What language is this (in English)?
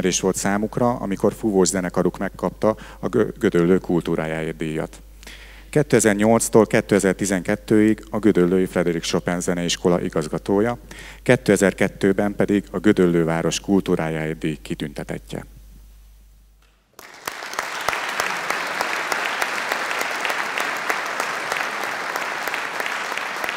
Hungarian